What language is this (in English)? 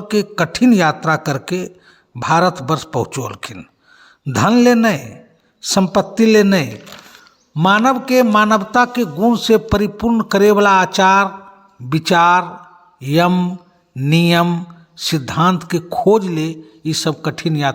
Magahi